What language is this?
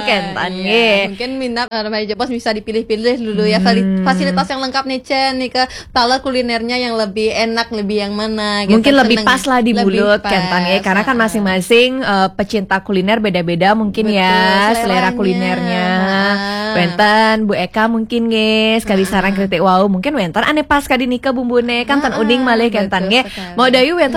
Balinese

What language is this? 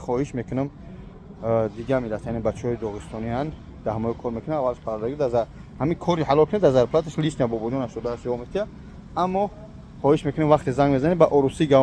Tajik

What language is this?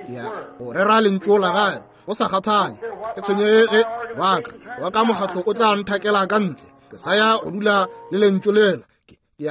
Northern Sotho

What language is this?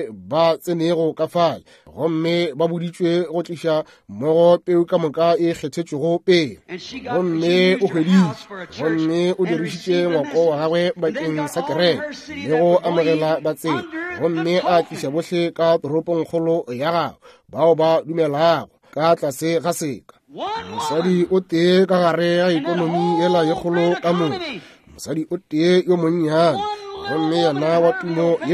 Northern Sotho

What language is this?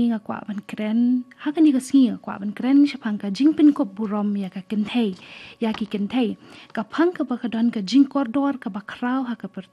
Khasi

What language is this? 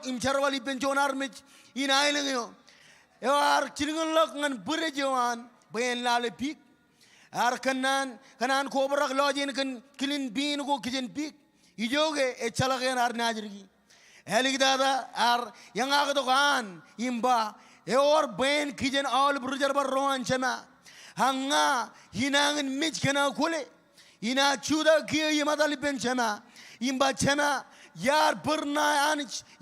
Marshallese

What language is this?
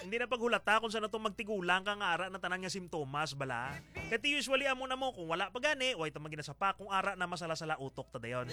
Hiligaynon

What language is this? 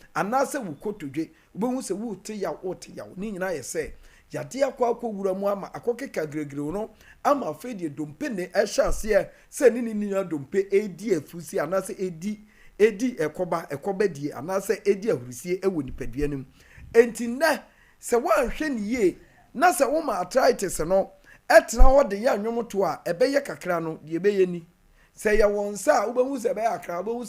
Akan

